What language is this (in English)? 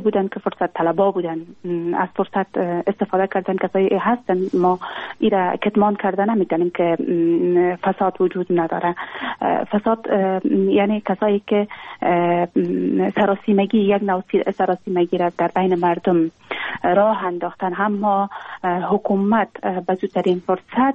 Persian